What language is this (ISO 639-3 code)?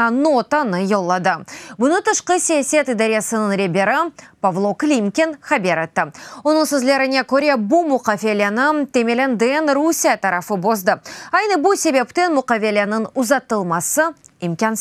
crh